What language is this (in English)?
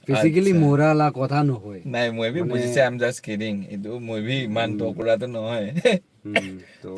Naga Pidgin